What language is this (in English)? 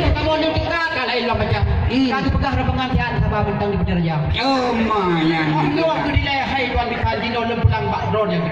Achinese